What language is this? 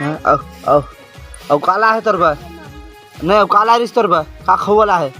Chhattisgarhi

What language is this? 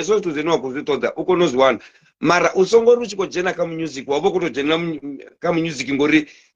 Venda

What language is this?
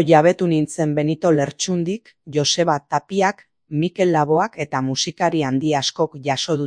Basque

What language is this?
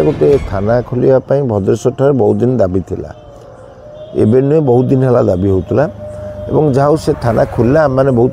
Odia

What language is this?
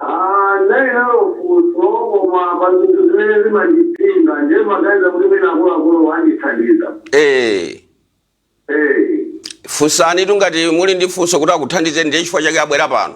Nyanja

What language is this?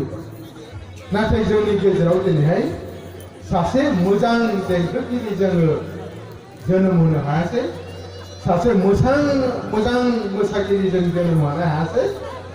Bodo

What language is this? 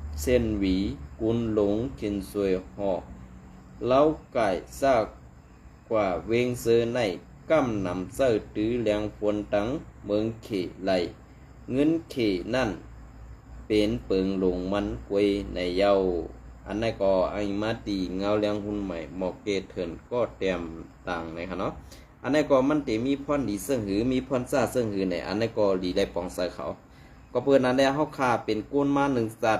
Shan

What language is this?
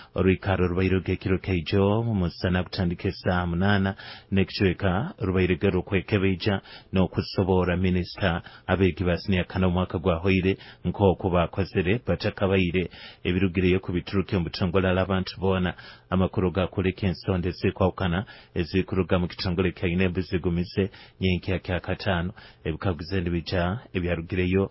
Nyoro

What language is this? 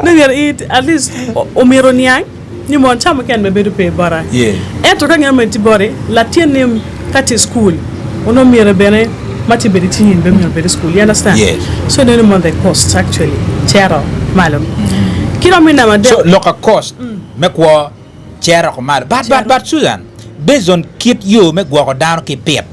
Acoli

